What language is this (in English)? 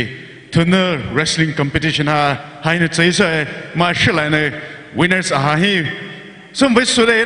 Poumei Naga